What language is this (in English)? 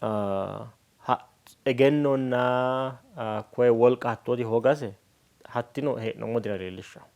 Sidamo